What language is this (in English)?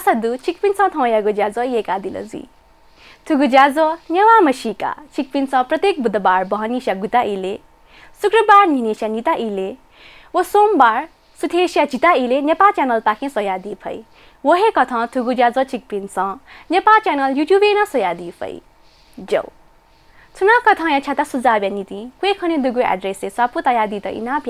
Newari